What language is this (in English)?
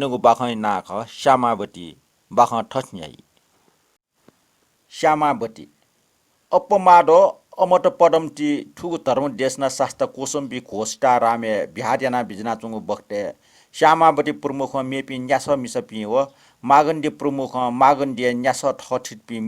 Newari